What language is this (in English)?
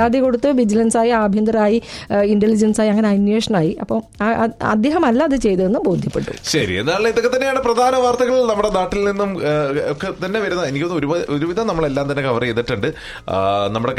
Malayalam